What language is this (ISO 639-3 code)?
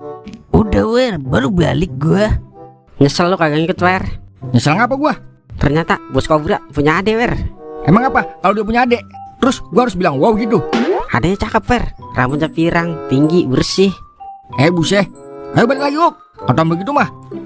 bew